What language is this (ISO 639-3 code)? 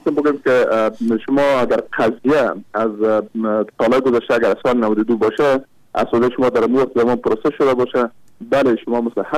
fas